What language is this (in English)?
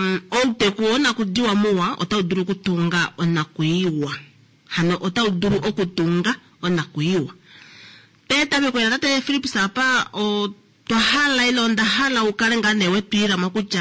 Kuanyama